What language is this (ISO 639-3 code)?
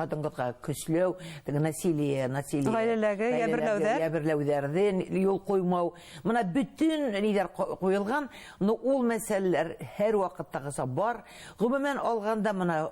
bak